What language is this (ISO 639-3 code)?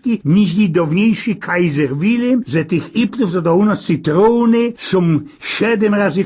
szl